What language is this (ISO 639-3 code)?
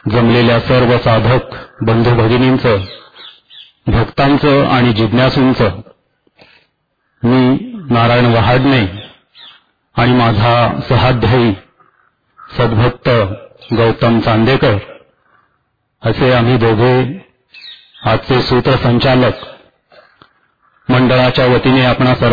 mar